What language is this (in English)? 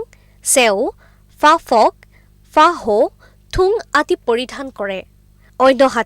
Assamese